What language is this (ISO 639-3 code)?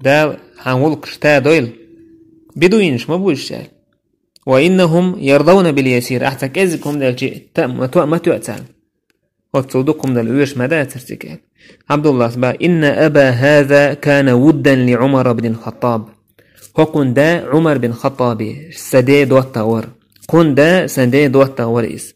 che